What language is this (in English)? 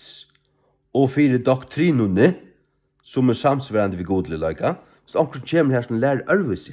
Faroese